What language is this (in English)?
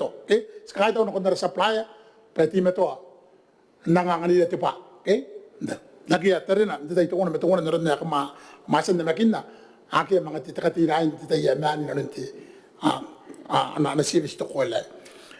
Gilbertese